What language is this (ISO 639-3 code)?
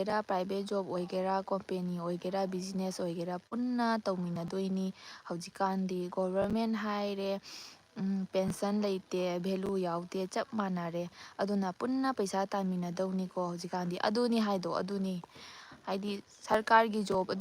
mni